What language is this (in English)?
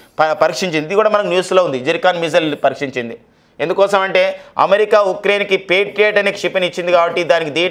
Telugu